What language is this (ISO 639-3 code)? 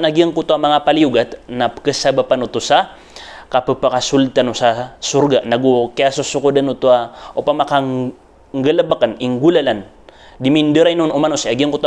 mrw